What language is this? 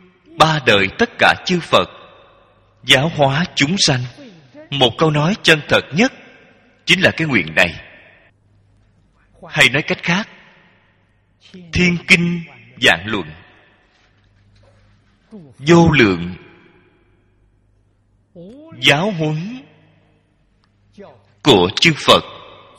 Vietnamese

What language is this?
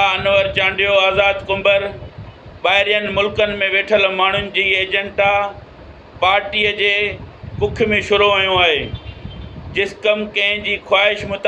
Sindhi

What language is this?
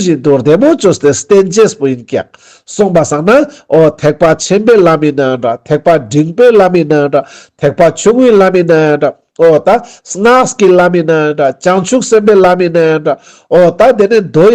Ladakhi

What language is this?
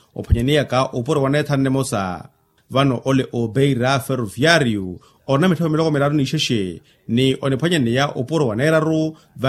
Makhuwa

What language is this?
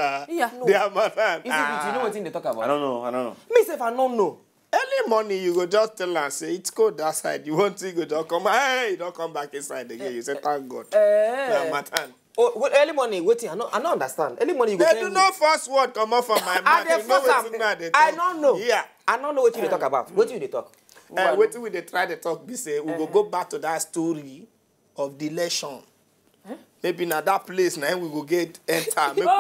Nigerian Pidgin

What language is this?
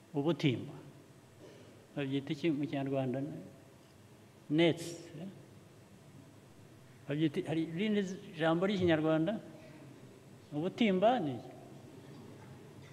Kinyarwanda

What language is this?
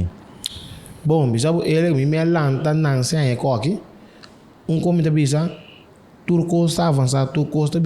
Papiamento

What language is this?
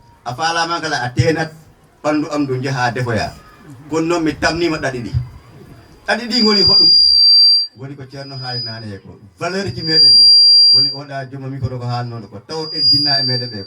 Fula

